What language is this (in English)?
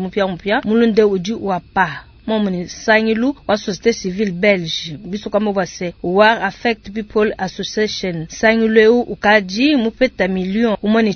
Luba-Lulua